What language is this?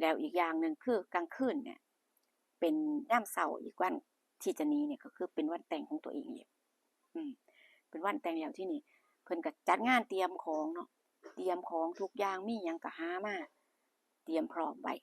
Northeastern Thai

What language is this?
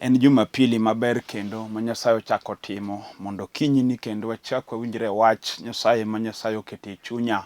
Luo (Kenya and Tanzania)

